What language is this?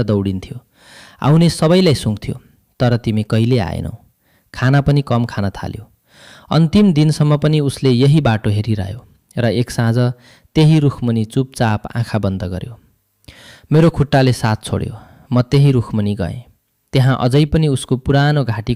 Nepali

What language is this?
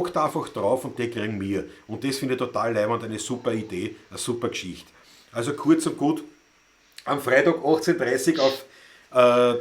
Bavarian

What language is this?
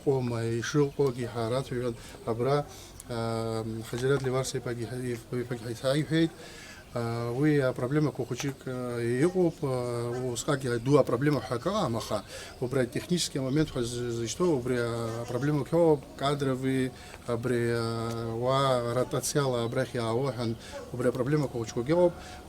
Abkhazian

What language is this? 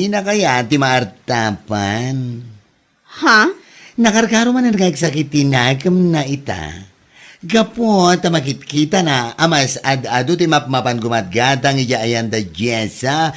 Iloko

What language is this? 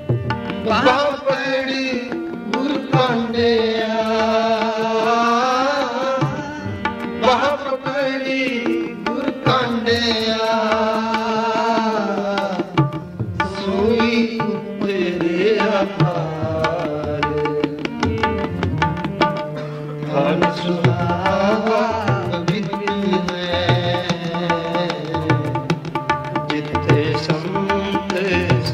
Punjabi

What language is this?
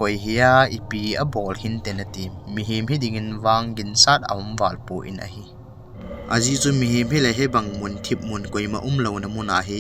Thado Chin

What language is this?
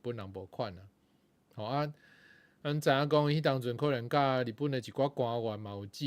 Min Nan Chinese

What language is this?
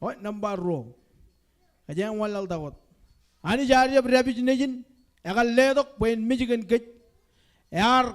Marshallese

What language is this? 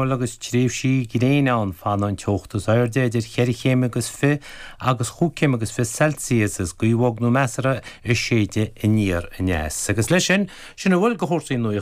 Irish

